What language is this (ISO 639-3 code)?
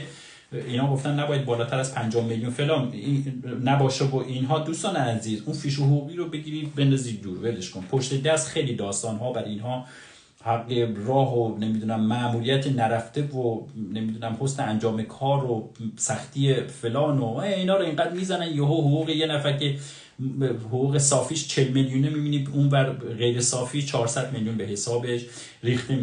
fas